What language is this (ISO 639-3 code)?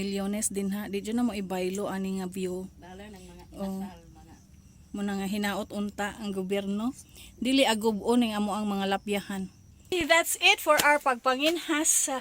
ceb